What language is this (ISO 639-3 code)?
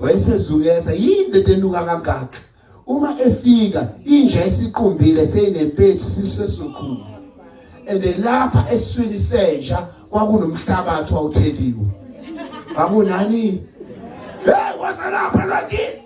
zul